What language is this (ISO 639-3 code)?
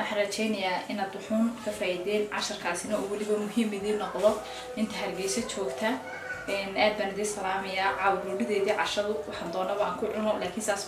som